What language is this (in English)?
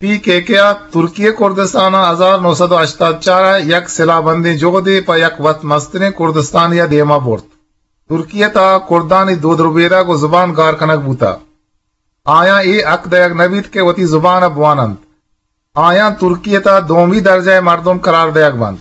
Eastern Balochi